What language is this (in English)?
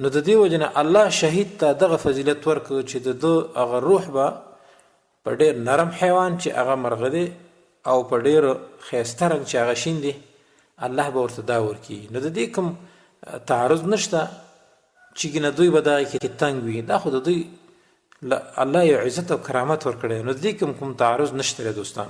Pashto